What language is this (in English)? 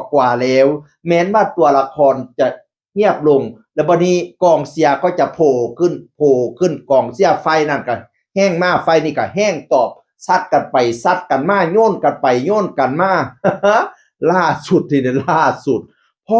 Northeastern Thai